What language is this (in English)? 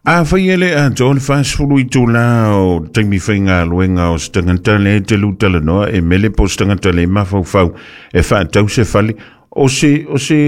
Samoan